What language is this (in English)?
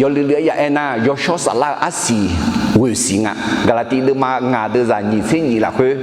Akha